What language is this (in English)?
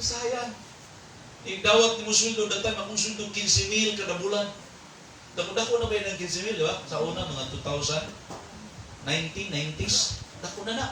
Cebuano